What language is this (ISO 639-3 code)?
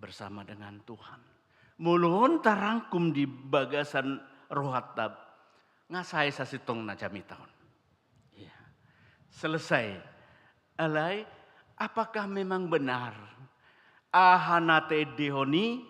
bbc